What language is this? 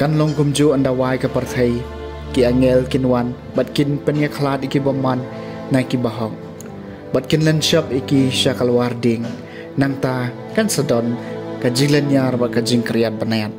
Khasi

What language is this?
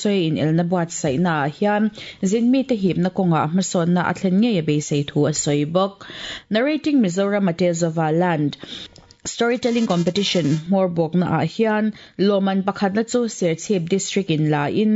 Mizo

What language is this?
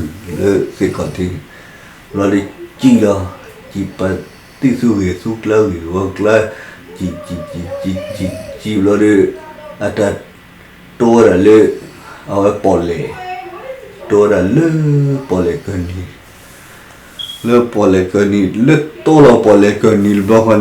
S'gaw Karen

